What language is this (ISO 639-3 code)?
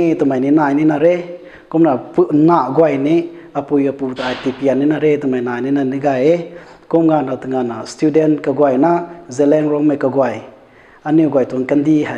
nbu